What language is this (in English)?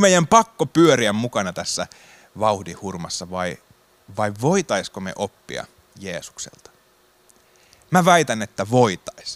Finnish